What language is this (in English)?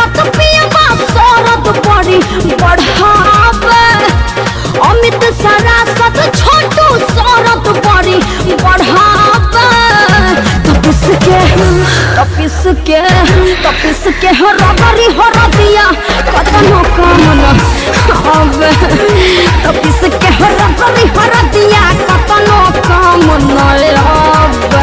Bhojpuri